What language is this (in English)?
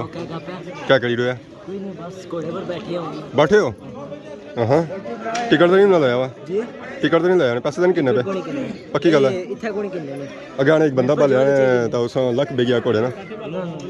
Pahari-Potwari